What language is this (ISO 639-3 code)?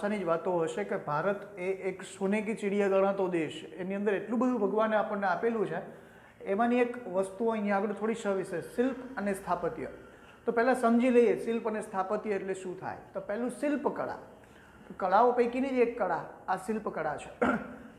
guj